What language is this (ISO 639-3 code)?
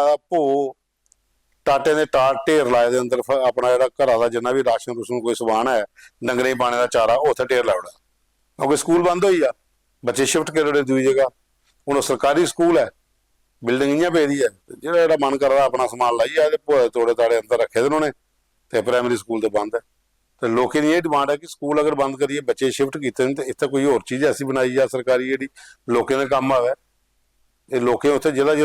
doi